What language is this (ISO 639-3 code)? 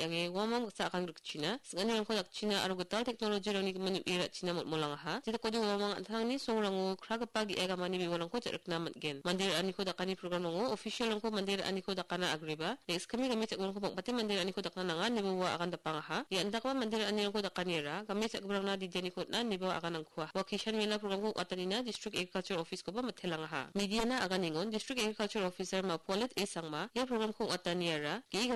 grt